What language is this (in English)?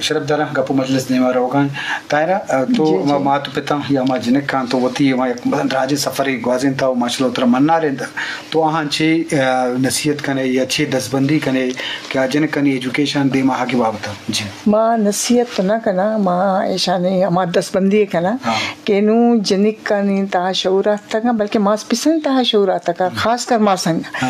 Eastern Balochi